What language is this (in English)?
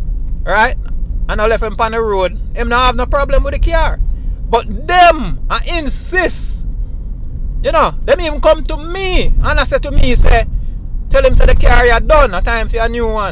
Jamaican Creole English